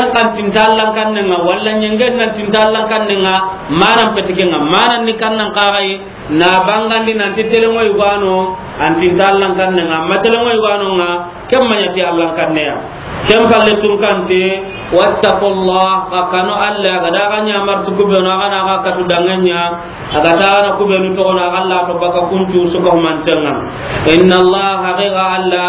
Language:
Soninke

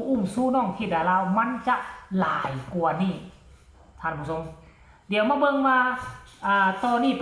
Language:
Northeastern Thai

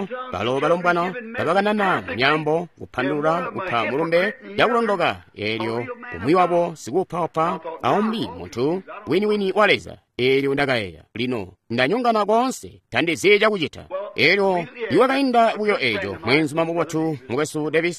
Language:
Tonga (Zambia)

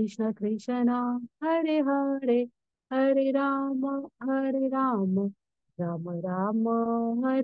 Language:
Marathi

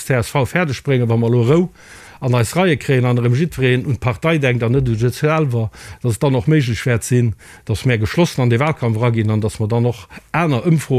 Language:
Luxembourgish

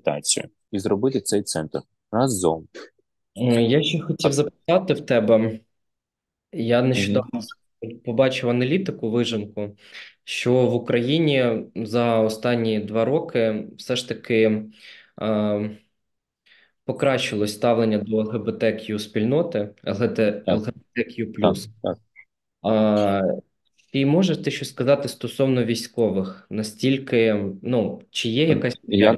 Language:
Ukrainian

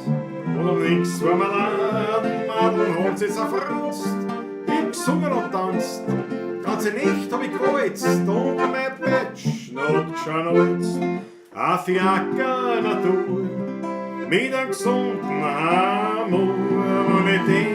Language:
Bavarian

